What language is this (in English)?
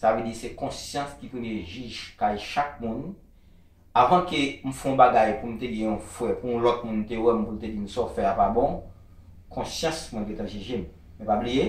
Haitian Creole